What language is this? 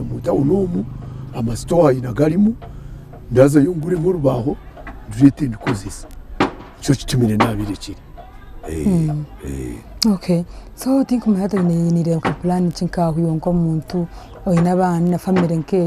Nyankole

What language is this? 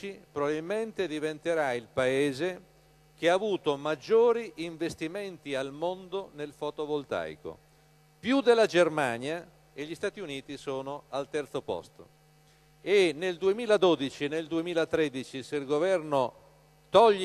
Italian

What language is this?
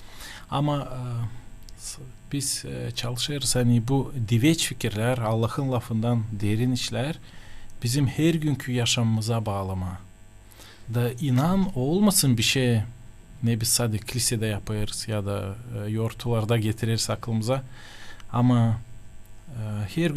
Gagauz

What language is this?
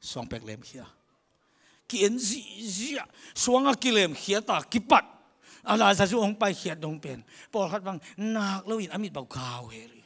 Tedim Chin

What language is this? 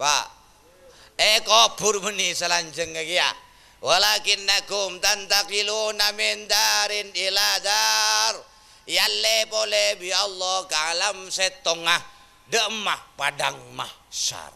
Madurese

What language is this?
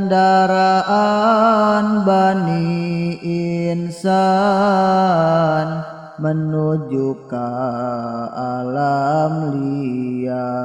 Sundanese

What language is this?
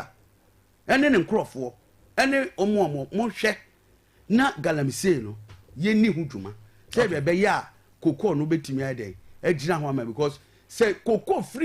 Akan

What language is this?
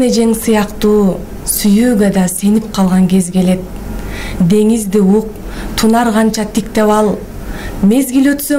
Kyrgyz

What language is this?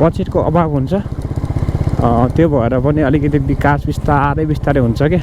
Nepali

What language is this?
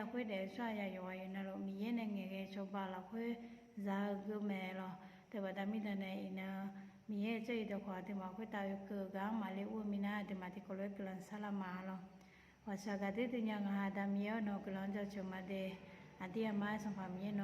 Akha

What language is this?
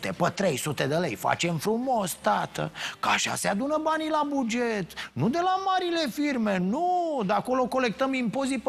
Romanian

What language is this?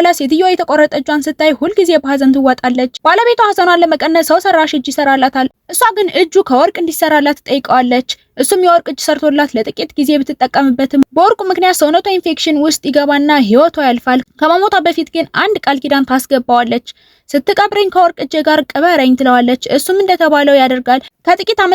Amharic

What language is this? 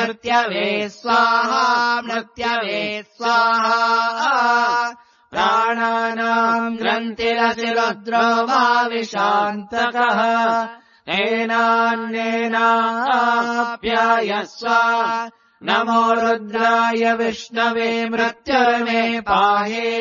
Sanskrit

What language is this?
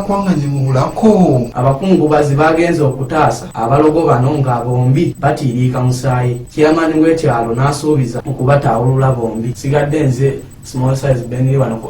Ganda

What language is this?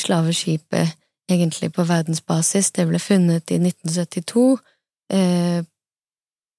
Norwegian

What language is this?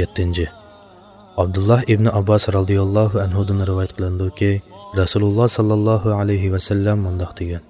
Uyghur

